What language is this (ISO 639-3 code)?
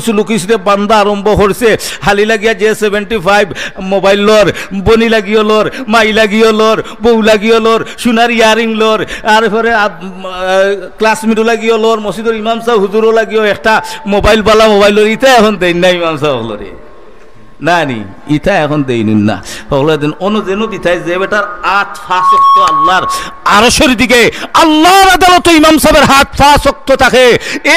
syl